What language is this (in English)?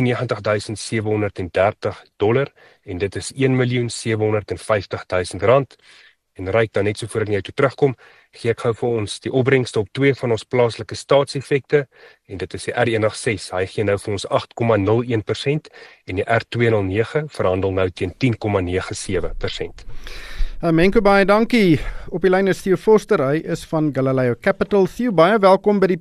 Afrikaans